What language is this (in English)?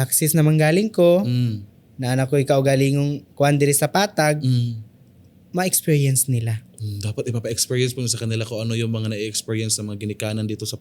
Cebuano